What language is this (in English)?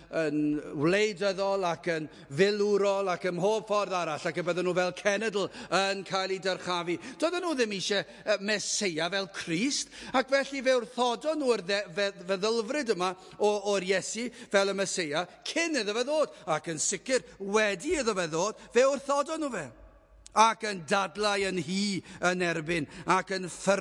Welsh